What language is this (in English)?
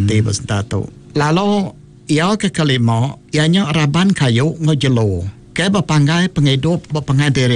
Iban